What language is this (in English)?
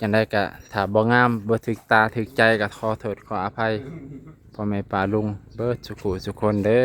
Lao